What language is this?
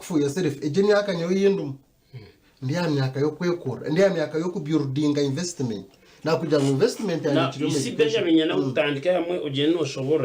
Nyankole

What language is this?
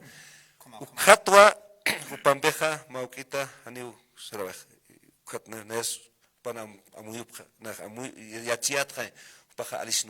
Aymara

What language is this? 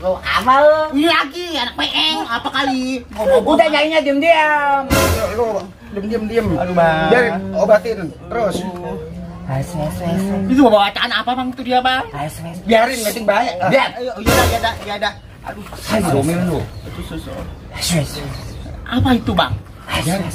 Betawi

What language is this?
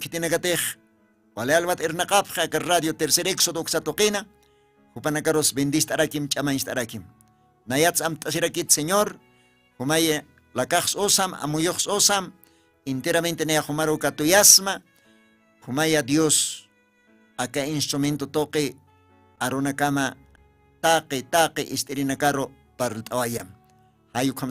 Aymara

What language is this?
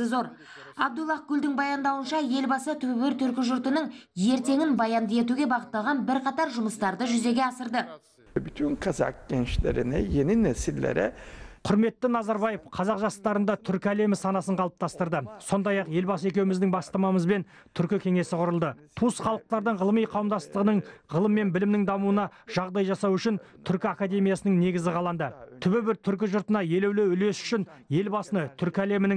Kazakh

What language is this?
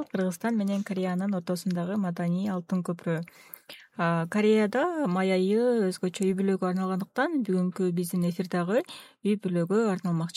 Kyrgyz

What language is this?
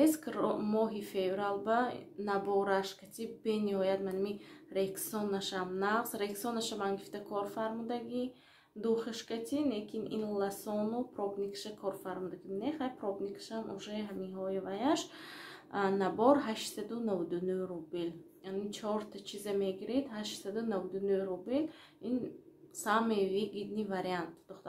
Tajik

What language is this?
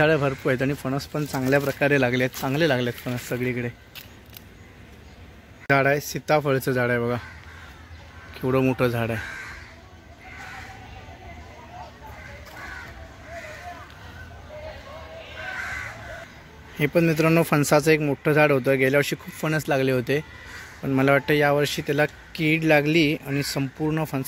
Marathi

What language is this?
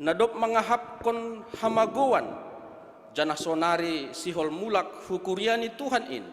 Batak Simalungun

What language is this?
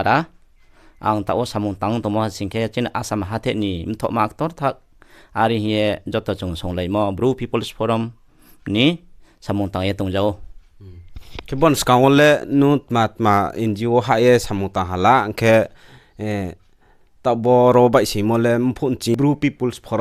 Riang (India)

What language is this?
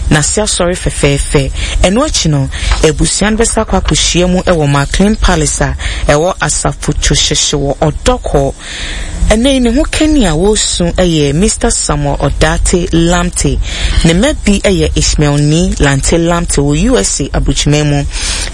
Akan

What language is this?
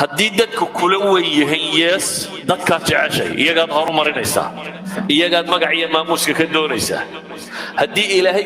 Somali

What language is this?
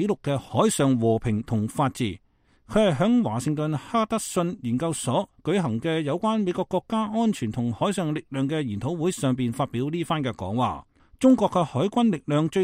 Cantonese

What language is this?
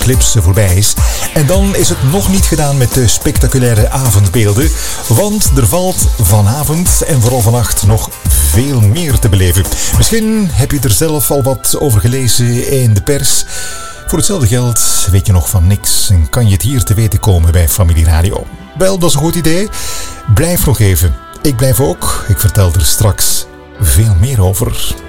Dutch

